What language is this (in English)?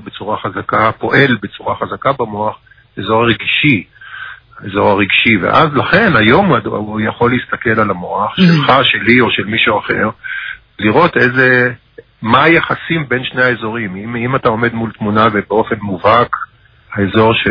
Hebrew